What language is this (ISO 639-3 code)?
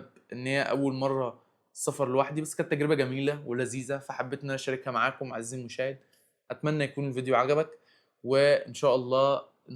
arz